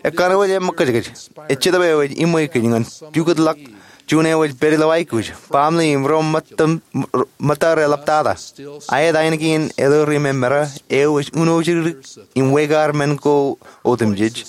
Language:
Marshallese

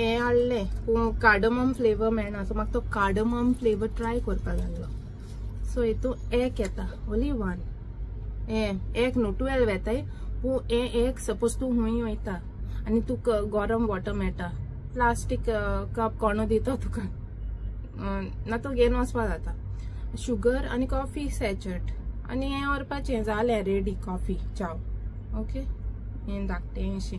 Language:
Konkani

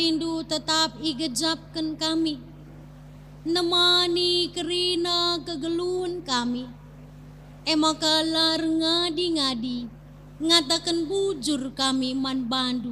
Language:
Batak Karo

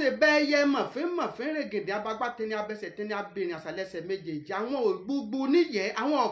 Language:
Yoruba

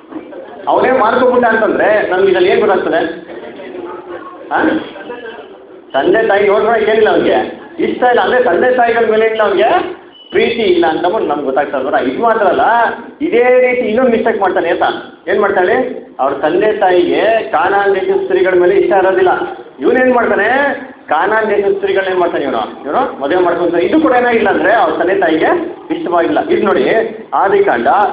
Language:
Kannada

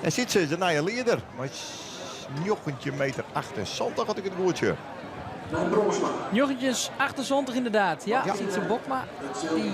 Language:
Western Frisian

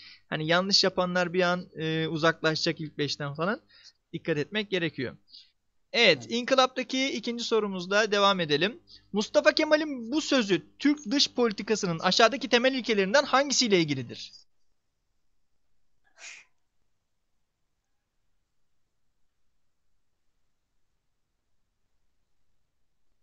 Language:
Turkish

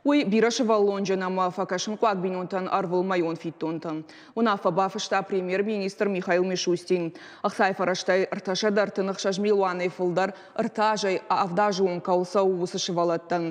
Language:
Ossetic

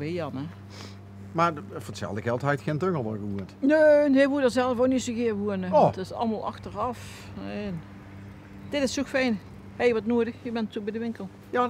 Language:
Limburgish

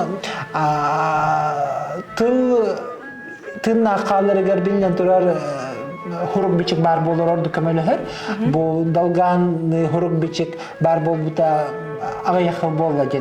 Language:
Yakut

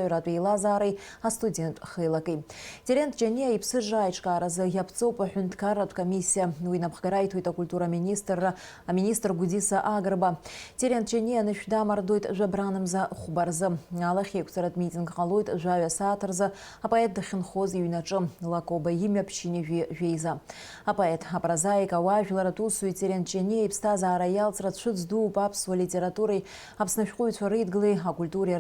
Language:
Abkhazian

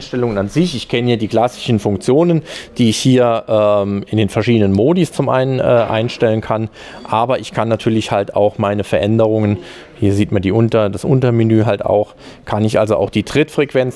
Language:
German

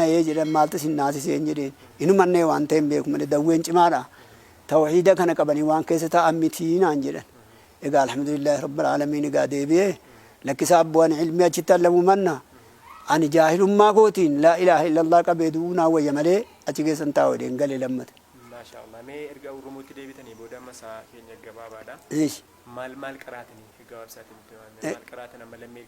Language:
Oromo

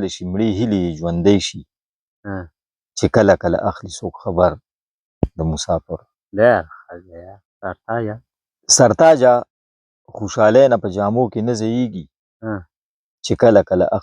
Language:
Pashto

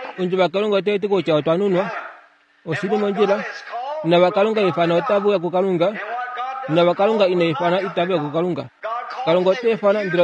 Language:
Kuanyama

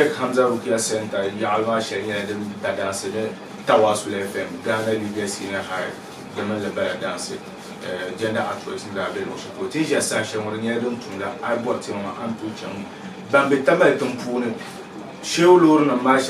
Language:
Dagbani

